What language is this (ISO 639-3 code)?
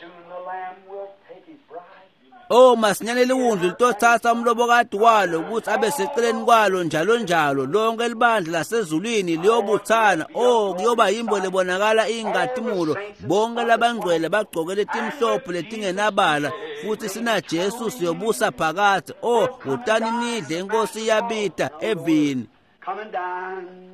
ssw